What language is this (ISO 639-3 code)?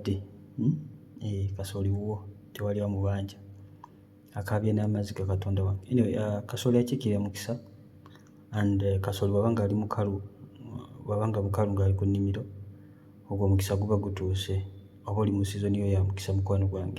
lug